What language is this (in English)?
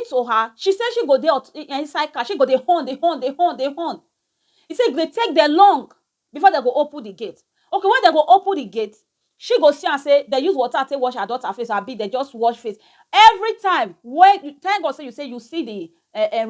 Nigerian Pidgin